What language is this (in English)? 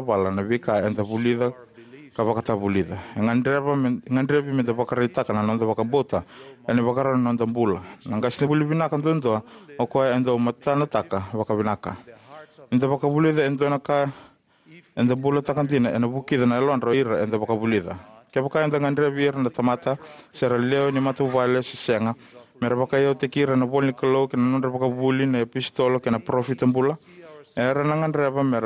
Fijian